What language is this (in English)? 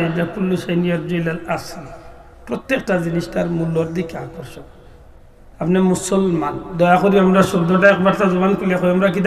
Sylheti